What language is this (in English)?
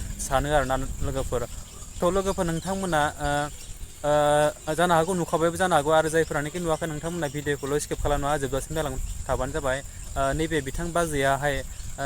Bodo